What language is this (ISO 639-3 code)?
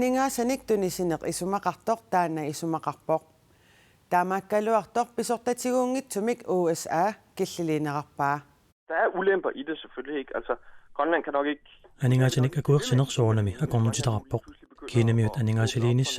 kal